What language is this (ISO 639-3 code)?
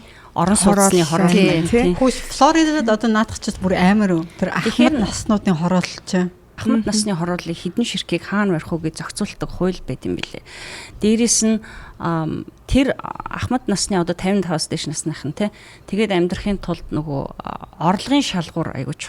mon